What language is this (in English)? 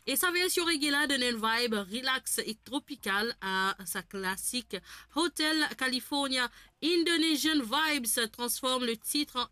Morisyen